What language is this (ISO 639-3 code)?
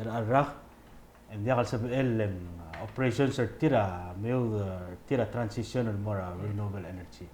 pau